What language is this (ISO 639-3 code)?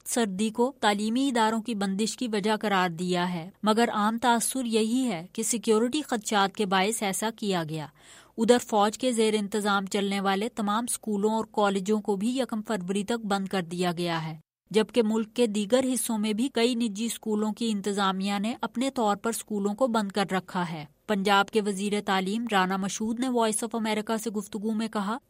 urd